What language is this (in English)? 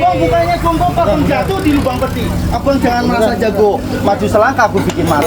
Betawi